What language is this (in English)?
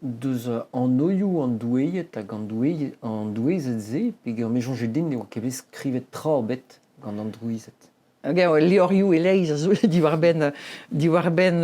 Breton